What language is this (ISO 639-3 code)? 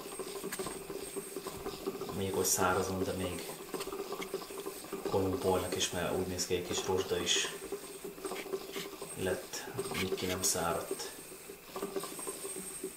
hun